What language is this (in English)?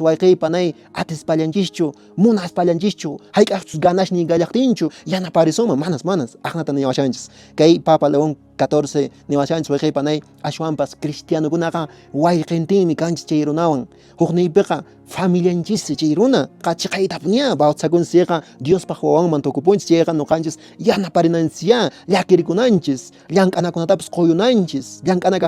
Quechua